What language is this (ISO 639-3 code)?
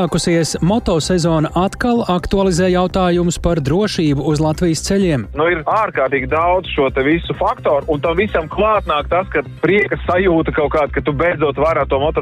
lav